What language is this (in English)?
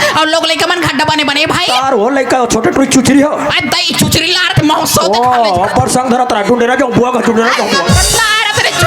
Chhattisgarhi